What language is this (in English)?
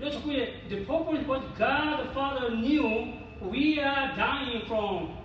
Lahu